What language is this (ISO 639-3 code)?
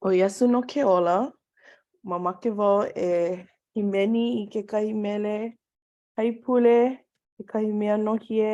haw